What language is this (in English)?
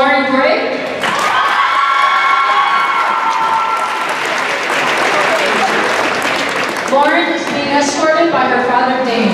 English